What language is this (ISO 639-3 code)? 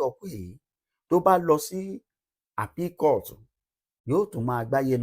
yor